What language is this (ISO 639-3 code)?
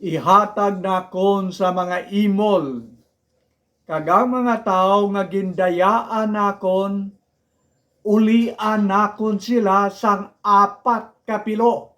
hil